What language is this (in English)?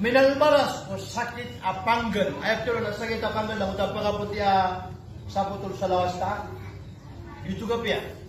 Maranao